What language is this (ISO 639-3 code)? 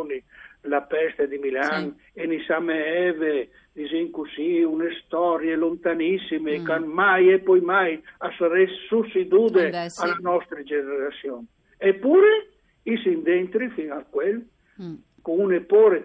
fur